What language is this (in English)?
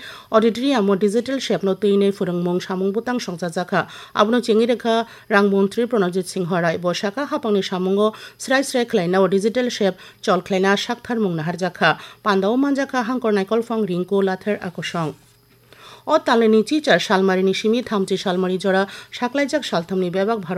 Kok Borok